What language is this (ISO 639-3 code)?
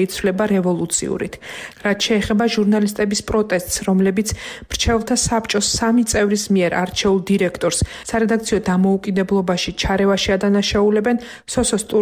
kat